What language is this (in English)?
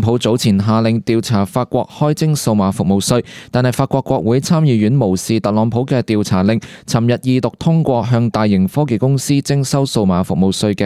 Cantonese